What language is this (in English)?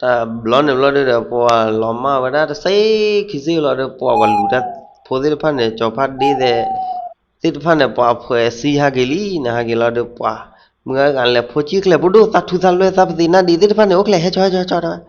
S'gaw Karen